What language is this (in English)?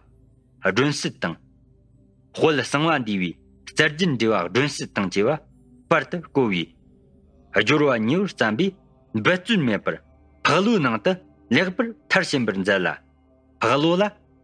Tibetan